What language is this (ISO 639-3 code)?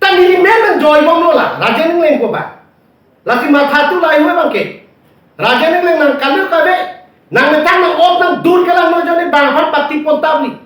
mjw